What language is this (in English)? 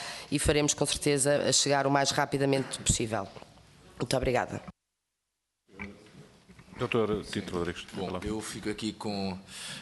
Portuguese